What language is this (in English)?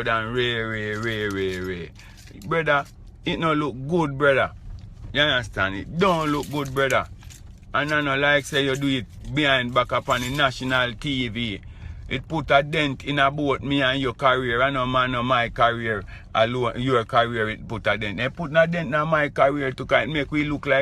Jamaican Creole English